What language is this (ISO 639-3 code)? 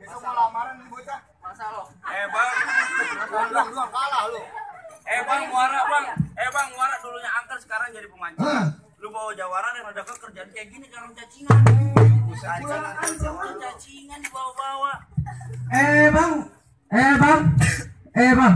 bew